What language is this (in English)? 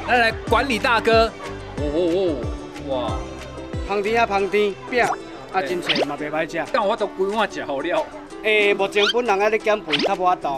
Min Nan Chinese